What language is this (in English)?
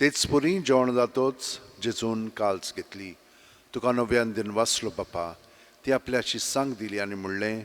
Konkani